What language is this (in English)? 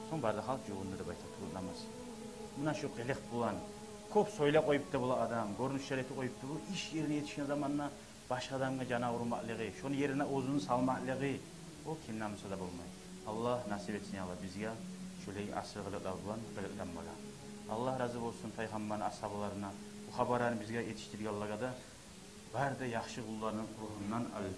Kumyk